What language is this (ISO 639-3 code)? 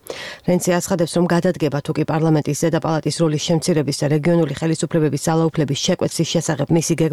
kat